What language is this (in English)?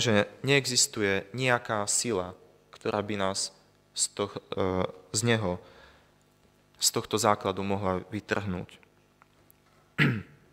Slovak